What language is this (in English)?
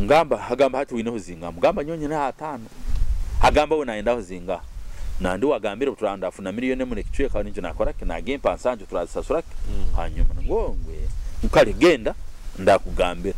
Nyoro